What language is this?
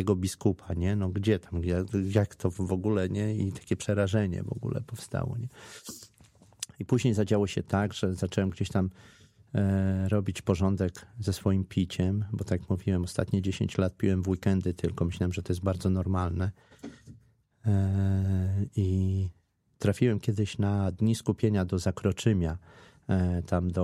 Polish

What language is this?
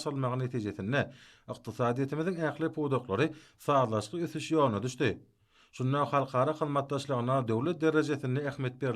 Turkmen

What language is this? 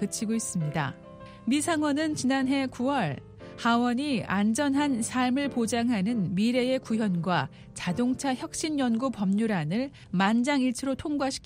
Korean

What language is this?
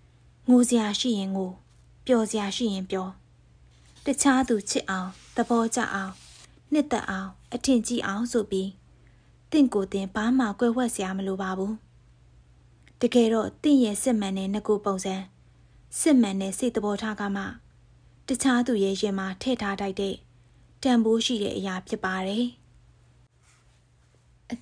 Burmese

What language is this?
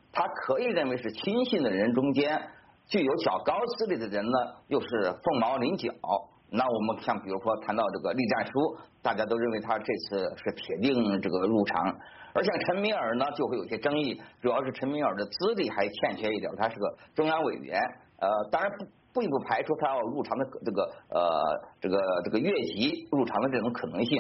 Chinese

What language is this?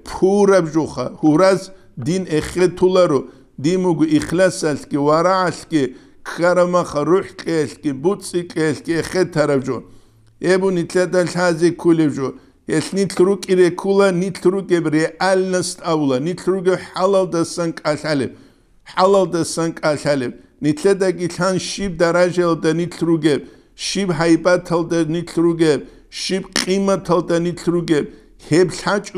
Avaric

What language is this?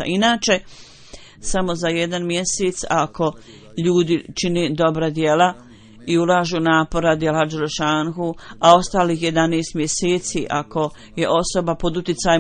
Bosnian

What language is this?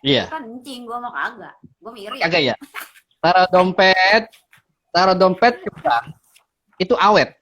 Betawi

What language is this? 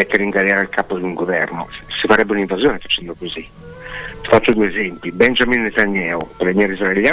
Italian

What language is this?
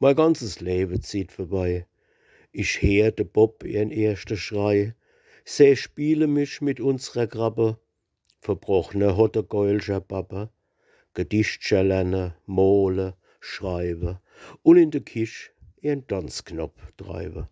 Palatine German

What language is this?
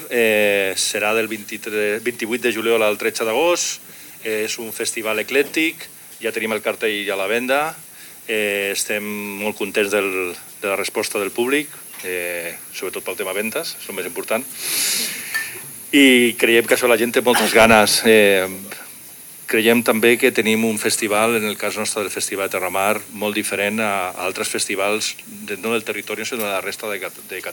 Catalan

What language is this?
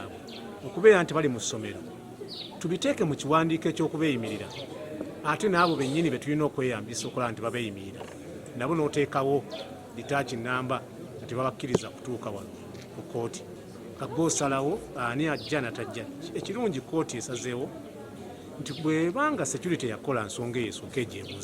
Ganda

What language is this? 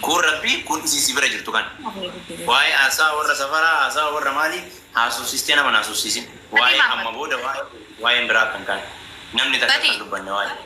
Oromo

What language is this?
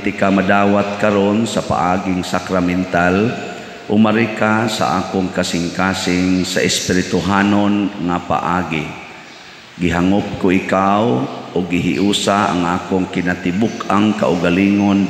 Cebuano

